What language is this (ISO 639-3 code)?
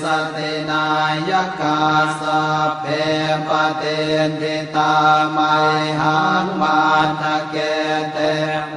pli